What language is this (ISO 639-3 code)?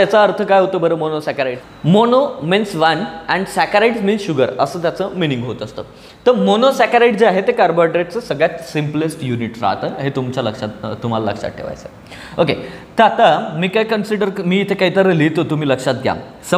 mar